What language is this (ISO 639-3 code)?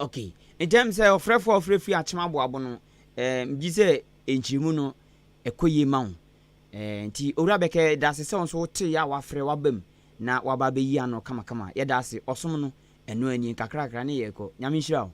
aka